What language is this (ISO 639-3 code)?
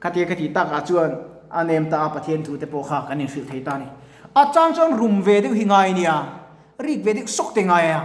lus